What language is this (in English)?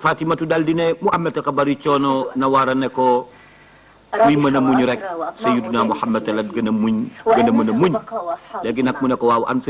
Wolof